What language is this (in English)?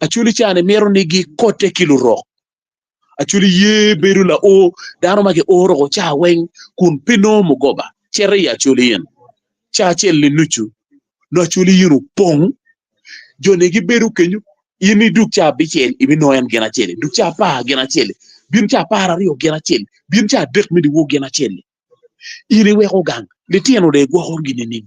Acoli